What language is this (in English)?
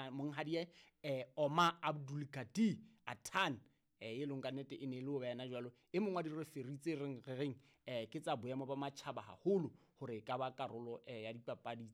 Southern Sotho